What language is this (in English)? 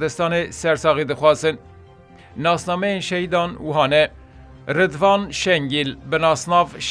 Kurdish